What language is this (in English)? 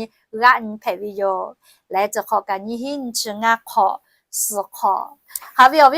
Lahu